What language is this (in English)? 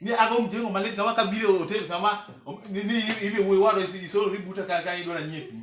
Luo (Kenya and Tanzania)